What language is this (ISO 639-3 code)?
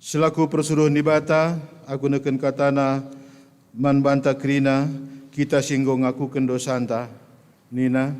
btx